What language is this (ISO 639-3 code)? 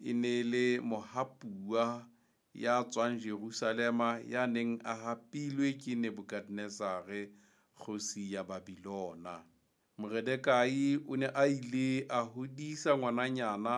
sot